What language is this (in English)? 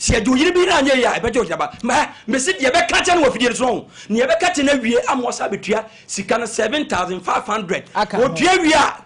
Akan